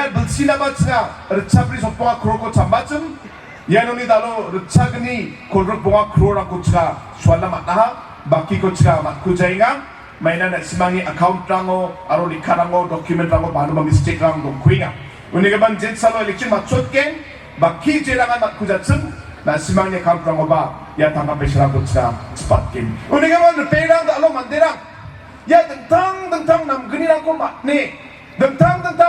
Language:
Garo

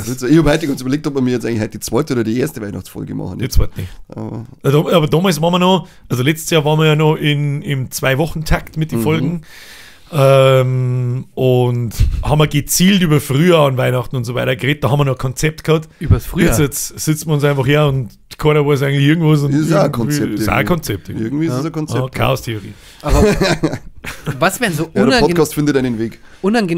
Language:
Bavarian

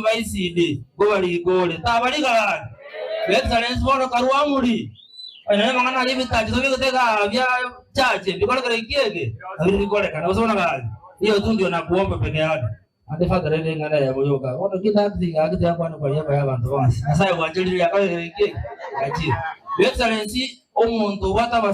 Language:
Gusii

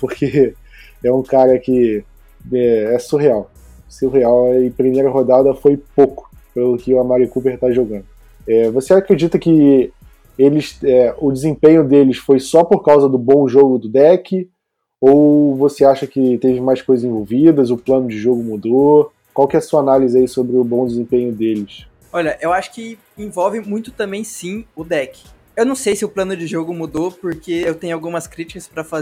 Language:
Portuguese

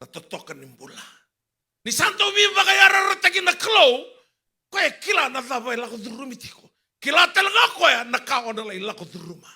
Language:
Fijian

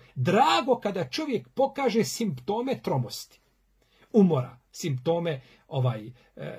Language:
Bosnian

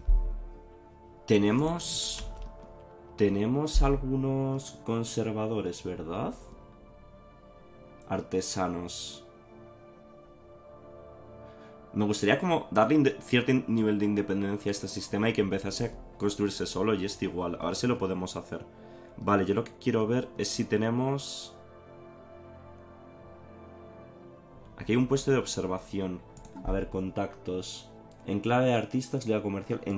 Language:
Spanish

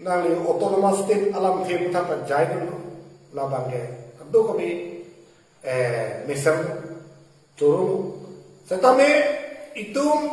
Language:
Karbi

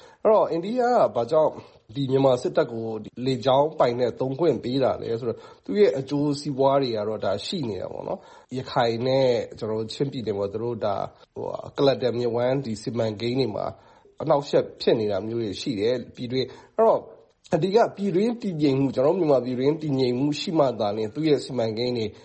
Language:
Burmese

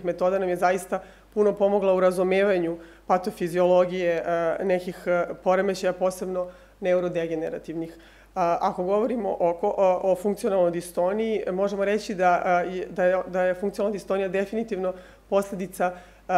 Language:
Serbian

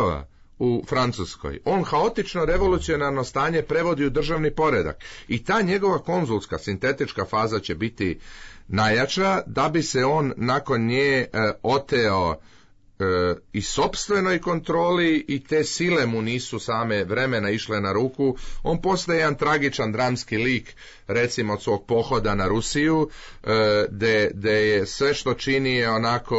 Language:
Serbian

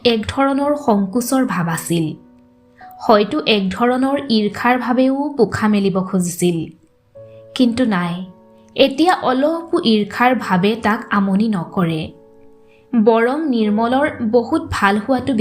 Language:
Assamese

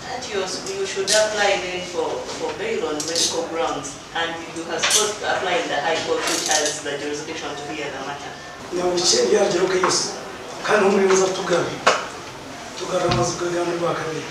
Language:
Nyankole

